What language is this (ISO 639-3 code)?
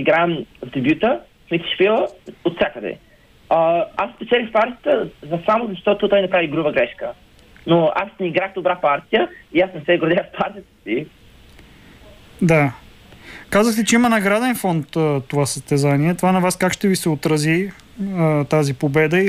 bul